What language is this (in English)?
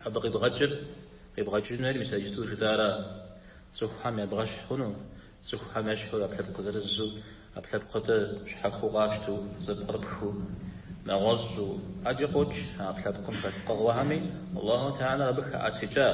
Kabardian